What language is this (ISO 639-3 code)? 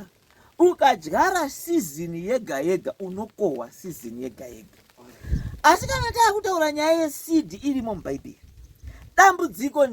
sna